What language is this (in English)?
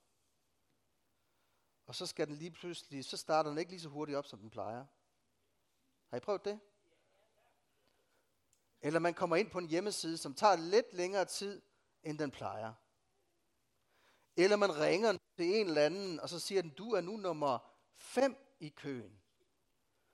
Danish